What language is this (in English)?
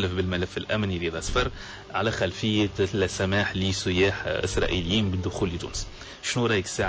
Tunisian Arabic